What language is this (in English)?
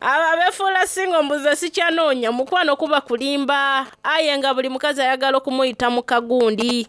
Soga